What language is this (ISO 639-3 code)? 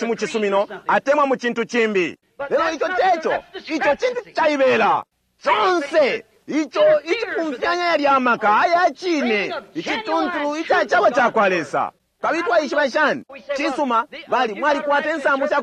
bem